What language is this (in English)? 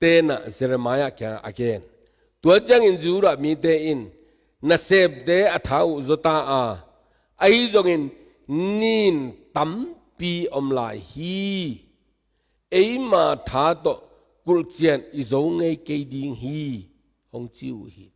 Tedim Chin